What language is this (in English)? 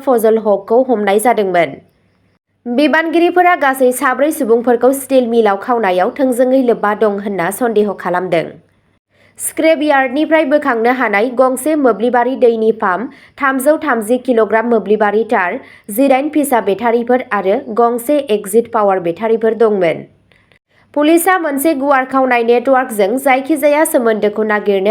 Bodo